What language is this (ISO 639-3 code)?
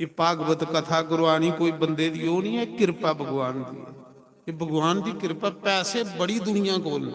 doi